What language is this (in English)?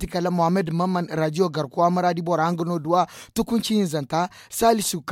Zarma